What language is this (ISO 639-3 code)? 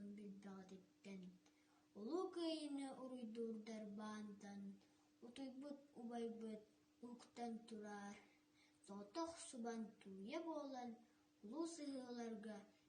sah